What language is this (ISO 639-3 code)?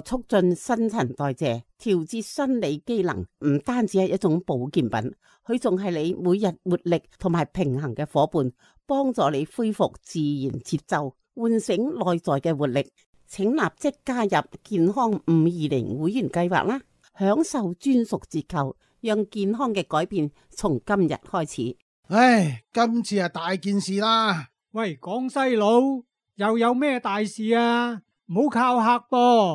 yue